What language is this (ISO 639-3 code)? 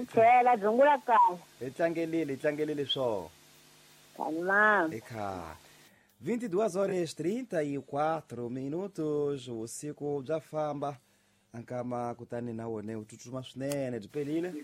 tso